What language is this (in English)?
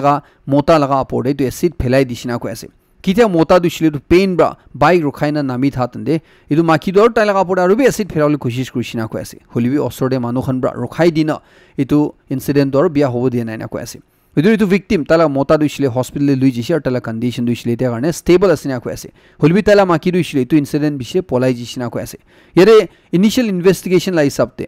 Naga Pidgin